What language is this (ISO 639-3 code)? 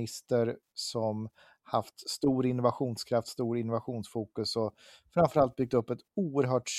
swe